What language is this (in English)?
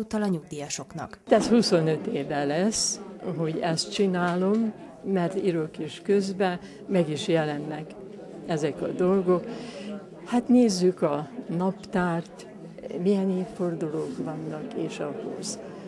Hungarian